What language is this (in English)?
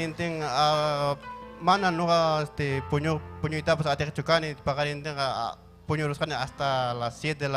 Ayacucho Quechua